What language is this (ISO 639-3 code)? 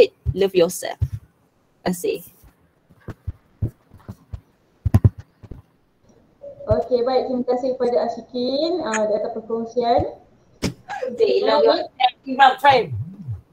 msa